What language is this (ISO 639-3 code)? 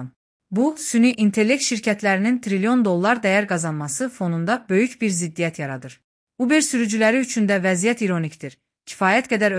aze